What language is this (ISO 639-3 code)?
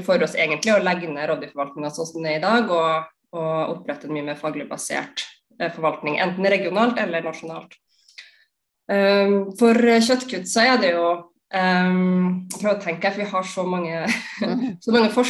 nor